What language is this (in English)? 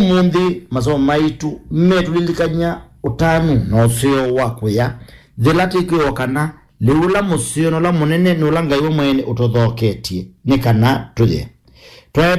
Kamba